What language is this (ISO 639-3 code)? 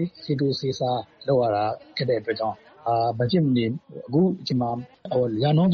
mya